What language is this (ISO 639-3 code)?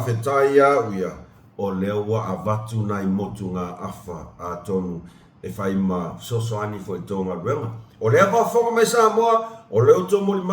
smo